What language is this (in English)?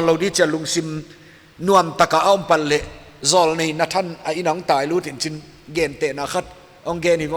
Paite Chin